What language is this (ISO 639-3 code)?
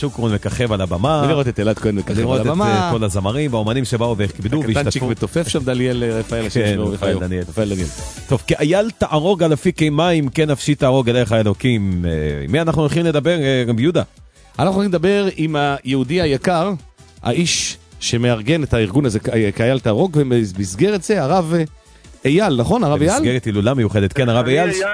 heb